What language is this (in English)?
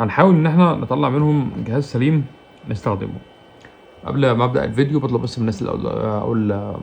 Egyptian Arabic